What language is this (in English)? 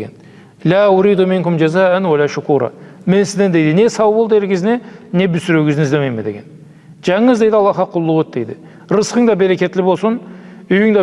Karachay-Balkar